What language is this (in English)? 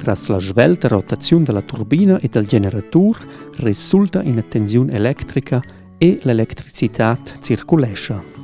Romansh